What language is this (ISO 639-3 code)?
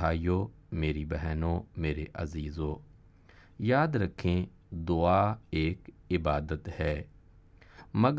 urd